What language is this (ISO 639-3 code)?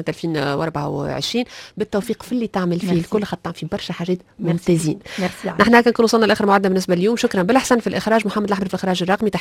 aeb